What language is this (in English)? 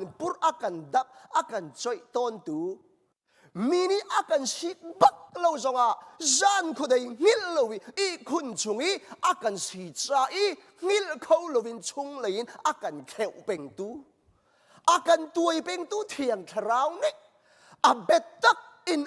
Hakha Chin